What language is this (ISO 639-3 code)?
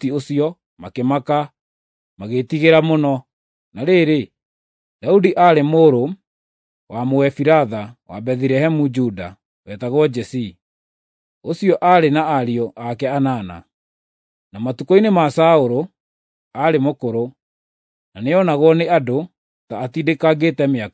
kik